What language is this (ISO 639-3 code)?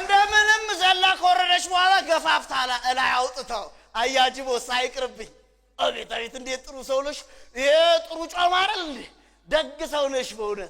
amh